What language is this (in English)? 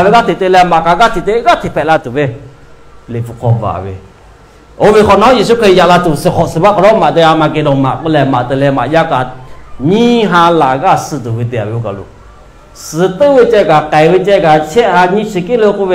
Lahu